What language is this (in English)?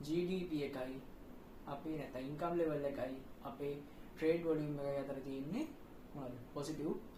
Sinhala